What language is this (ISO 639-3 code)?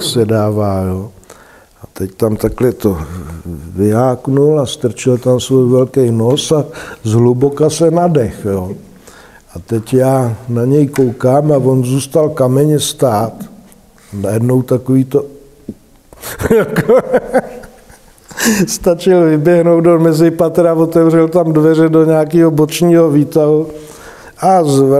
ces